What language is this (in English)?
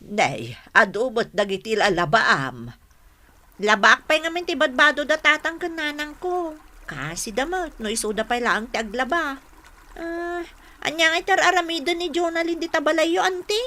Iloko